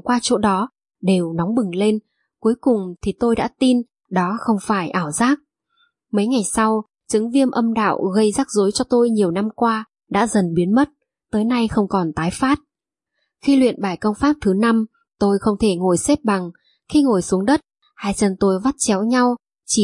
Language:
Vietnamese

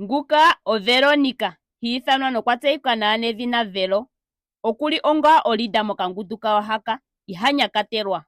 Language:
Ndonga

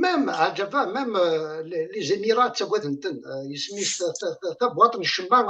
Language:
Kabyle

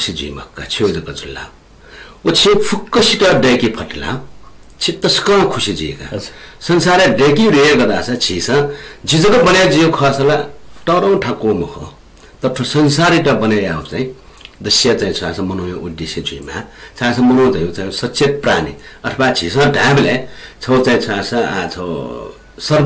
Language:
Newari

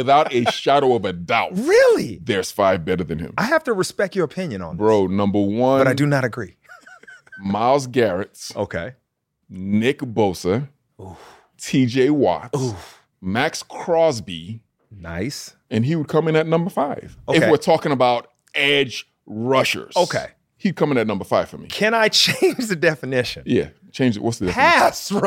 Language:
English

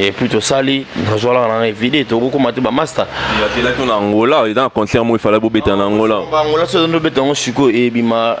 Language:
Lingala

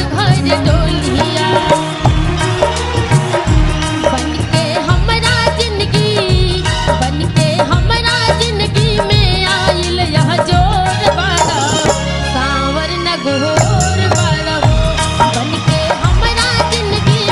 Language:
Bhojpuri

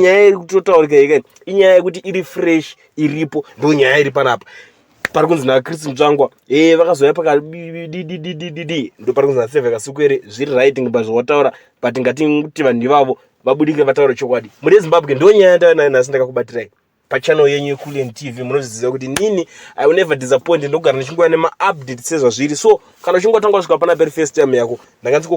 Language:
Shona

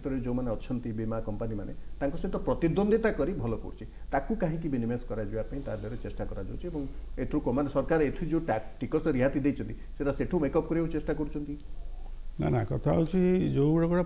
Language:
Odia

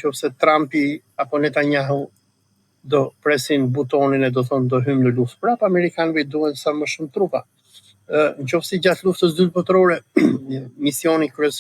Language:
Albanian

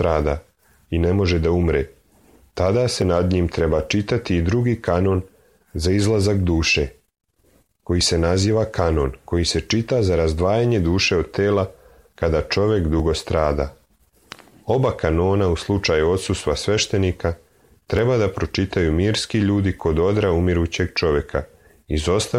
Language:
Serbian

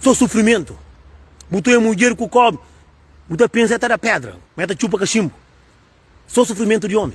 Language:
Kabuverdianu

